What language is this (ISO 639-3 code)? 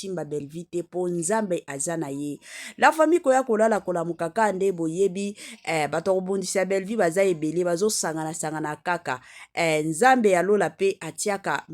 lin